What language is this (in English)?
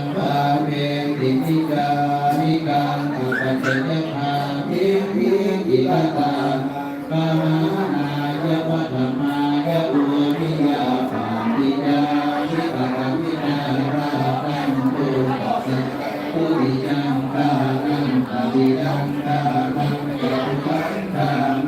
Pali